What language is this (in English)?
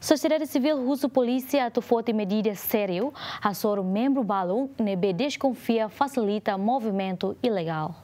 Tetum